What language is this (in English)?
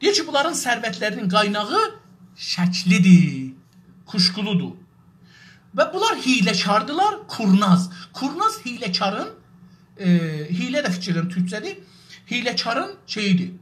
South Azerbaijani